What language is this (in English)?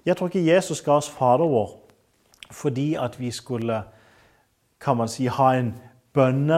Norwegian